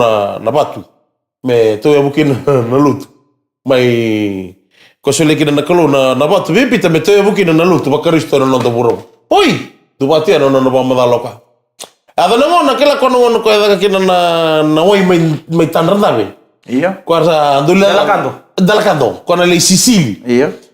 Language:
Fijian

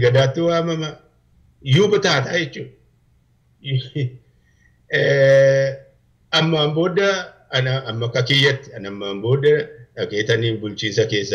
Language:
Oromo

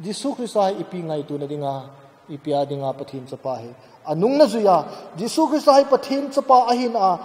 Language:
Thado Chin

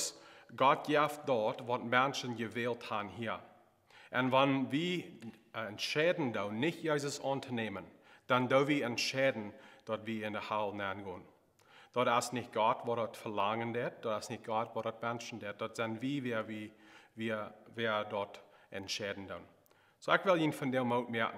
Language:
Plautdietsch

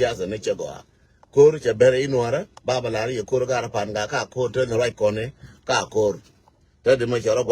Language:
Nuer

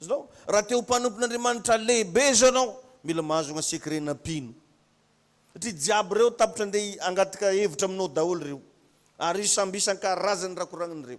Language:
Malagasy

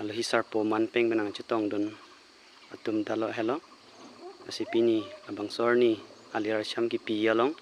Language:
Karbi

